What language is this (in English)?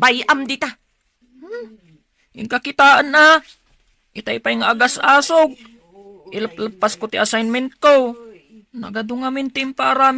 Iloko